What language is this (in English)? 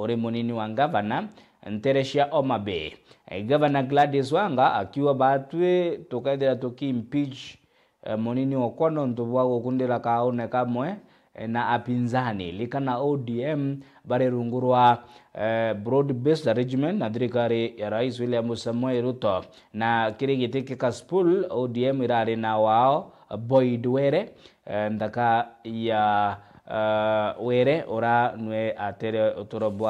Meru